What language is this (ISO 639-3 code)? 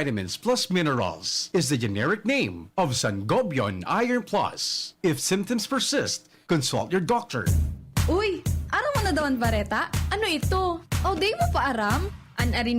bik